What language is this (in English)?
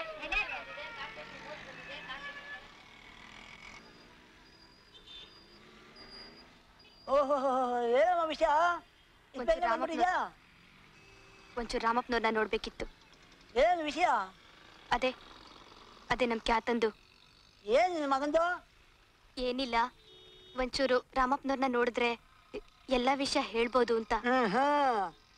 Kannada